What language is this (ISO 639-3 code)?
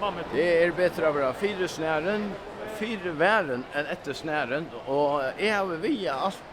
fao